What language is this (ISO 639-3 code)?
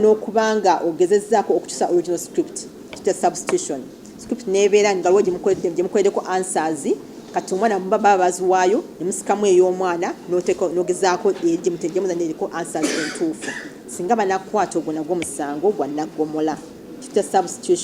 lug